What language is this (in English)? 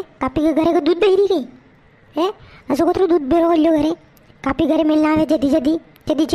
Rajasthani